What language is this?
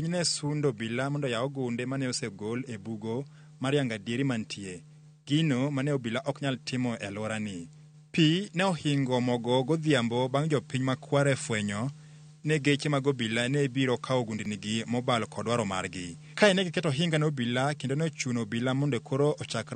Luo (Kenya and Tanzania)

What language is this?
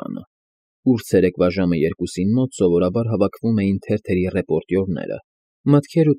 Armenian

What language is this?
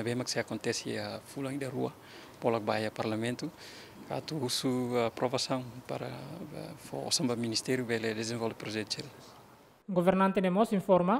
Tetum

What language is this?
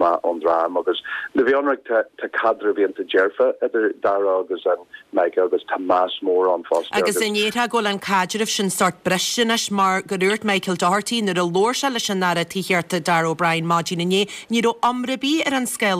Irish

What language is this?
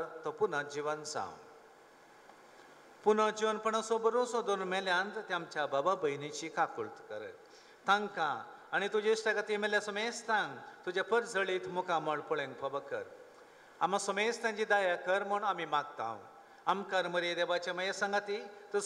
Konkani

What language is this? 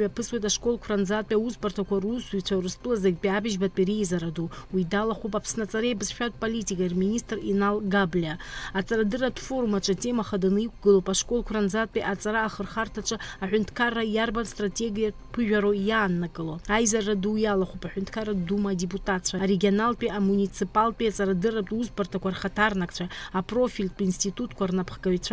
Abkhazian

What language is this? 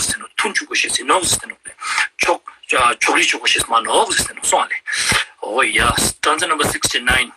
Ladakhi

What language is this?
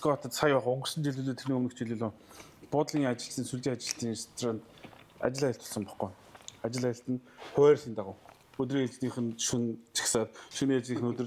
Mongolian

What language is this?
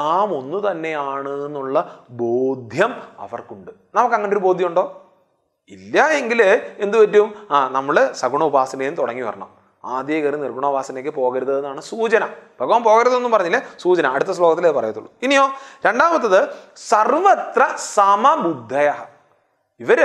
Malayalam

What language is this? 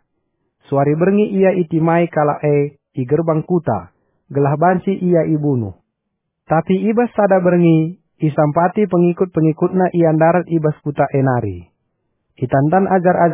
Batak Karo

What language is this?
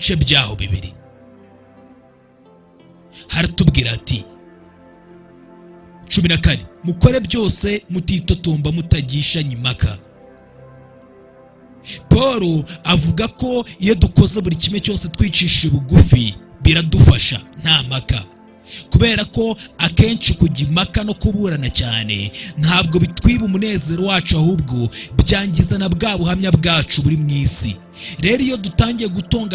Kinyarwanda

